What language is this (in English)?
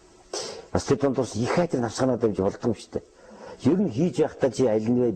Mongolian